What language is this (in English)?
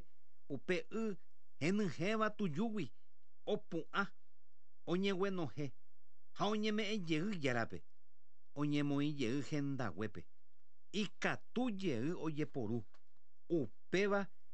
Guarani